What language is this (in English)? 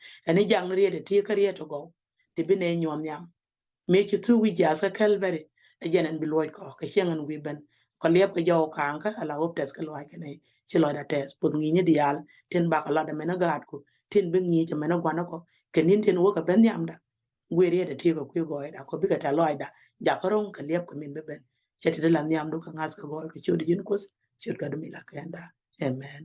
Nuer